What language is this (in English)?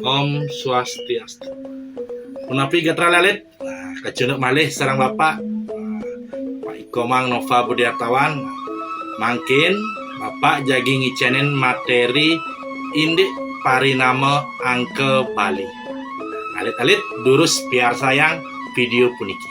Balinese